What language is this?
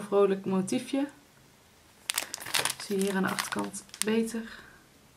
Dutch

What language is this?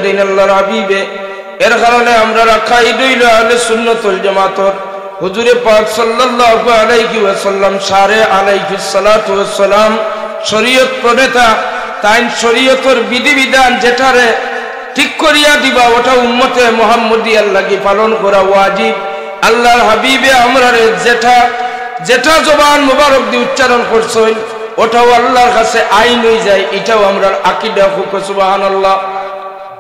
Sylheti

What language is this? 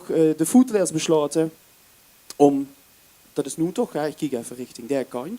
Limburgish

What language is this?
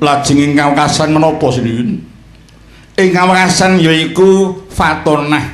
Javanese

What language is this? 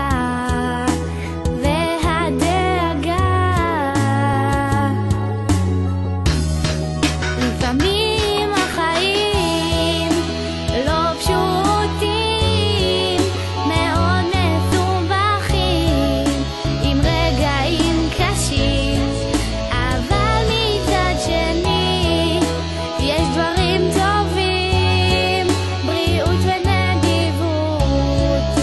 Hebrew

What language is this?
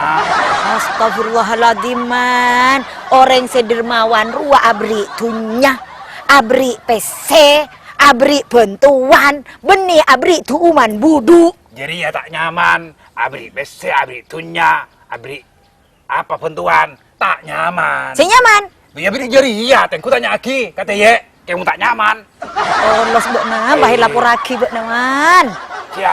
Madurese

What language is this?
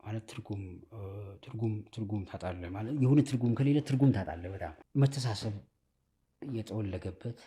Amharic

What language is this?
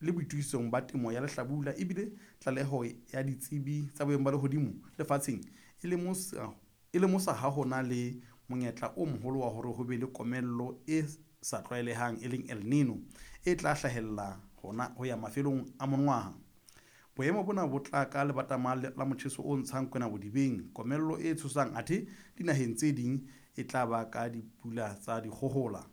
Southern Sotho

